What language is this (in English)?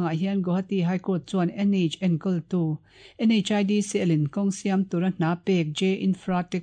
Mizo